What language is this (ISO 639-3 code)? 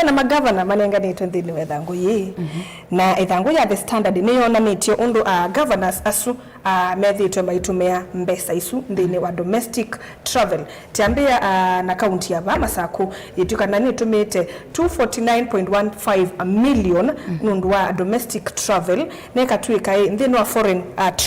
kam